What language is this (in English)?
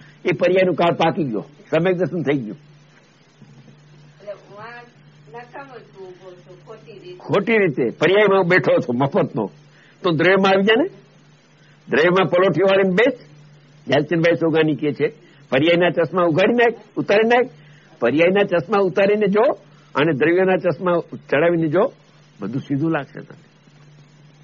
Gujarati